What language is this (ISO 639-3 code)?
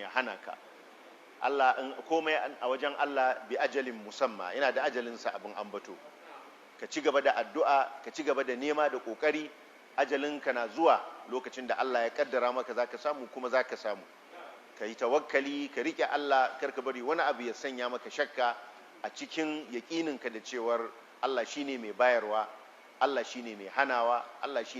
hau